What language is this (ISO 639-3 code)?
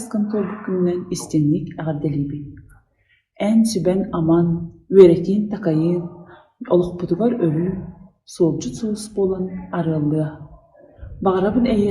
sah